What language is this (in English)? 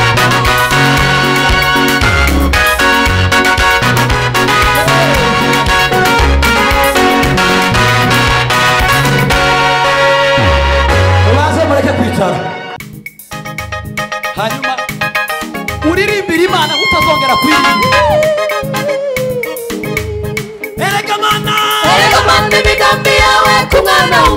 Kinyarwanda